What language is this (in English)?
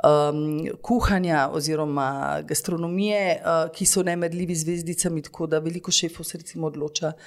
Slovenian